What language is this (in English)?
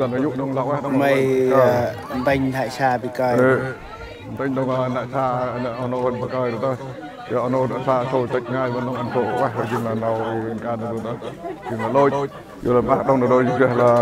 Central Mnong